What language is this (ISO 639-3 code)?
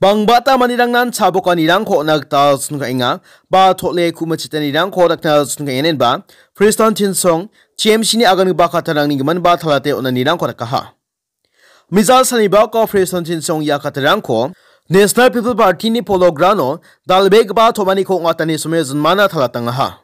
grt